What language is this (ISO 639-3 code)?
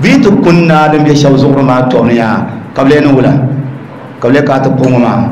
dag